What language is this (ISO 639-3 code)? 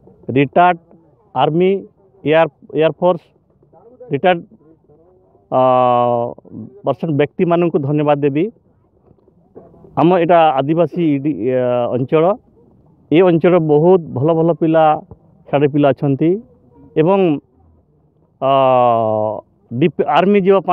ori